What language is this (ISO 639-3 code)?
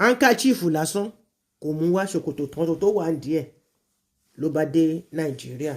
yor